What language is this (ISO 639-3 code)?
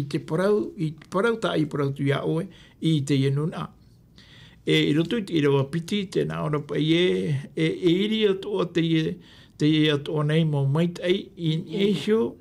tah